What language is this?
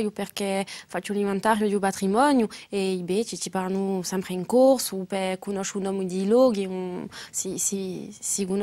Corsican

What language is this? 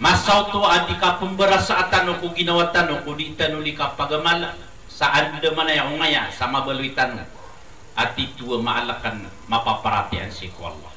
Maranao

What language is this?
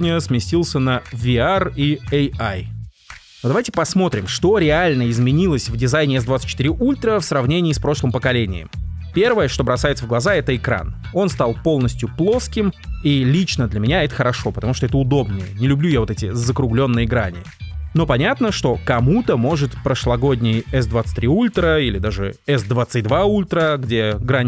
Russian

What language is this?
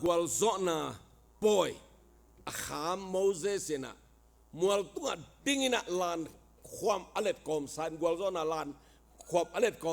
Tedim Chin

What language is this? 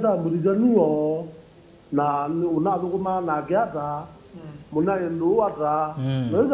Kamba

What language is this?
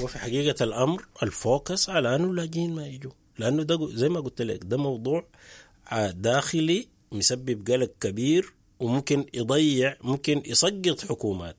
Sudanese Arabic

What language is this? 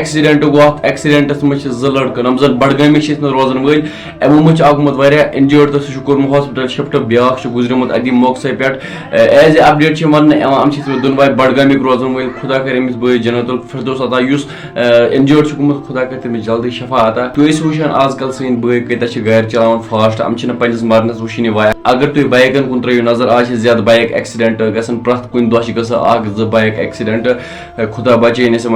Kashmiri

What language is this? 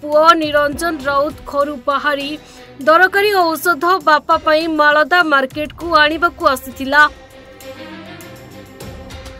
Odia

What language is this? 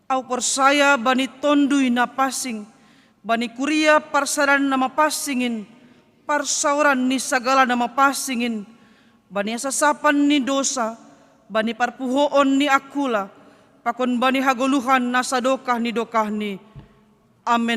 Batak Simalungun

